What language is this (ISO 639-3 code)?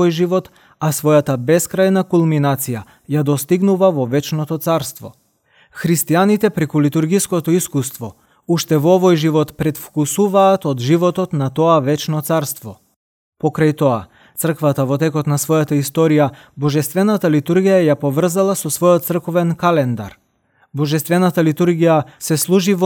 mkd